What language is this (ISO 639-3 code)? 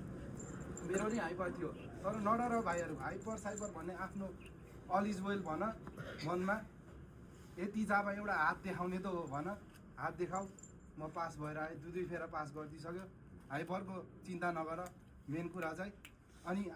nep